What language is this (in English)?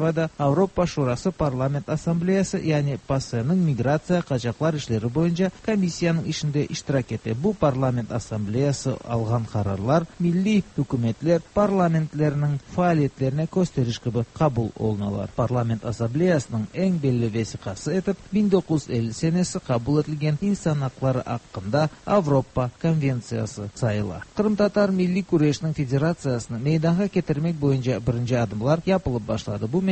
Tatar